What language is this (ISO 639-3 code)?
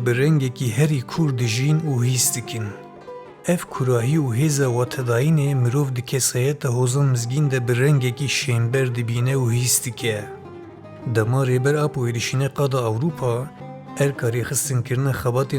kur